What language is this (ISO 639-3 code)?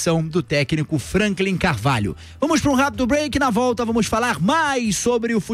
por